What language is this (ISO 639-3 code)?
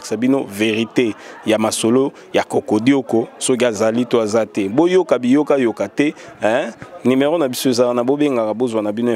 lin